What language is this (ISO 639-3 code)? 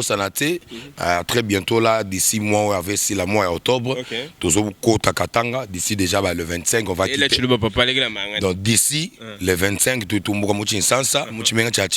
lua